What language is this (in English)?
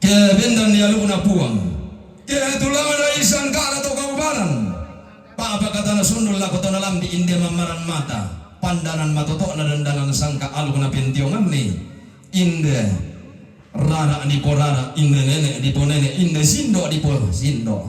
Toraja-Sa'dan